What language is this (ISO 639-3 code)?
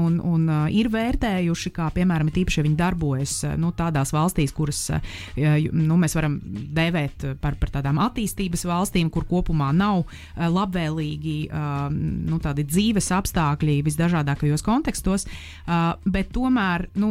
lav